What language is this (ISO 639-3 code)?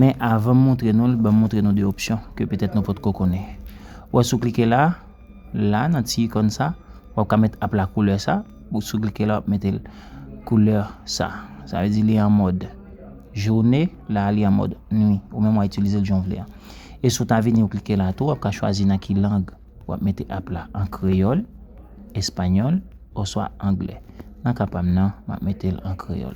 hat